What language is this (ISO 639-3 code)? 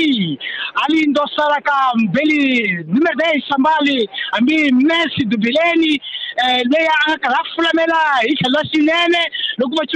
tso